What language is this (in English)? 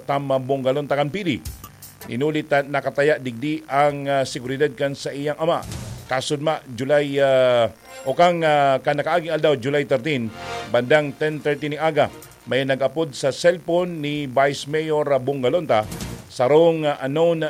Bikol